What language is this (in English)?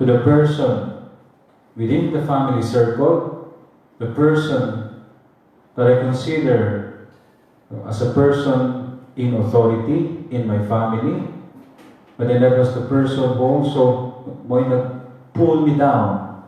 Cebuano